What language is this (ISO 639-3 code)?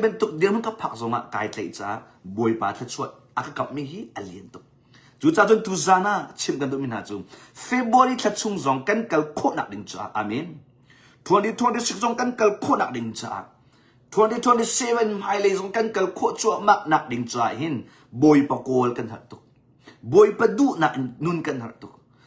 cnh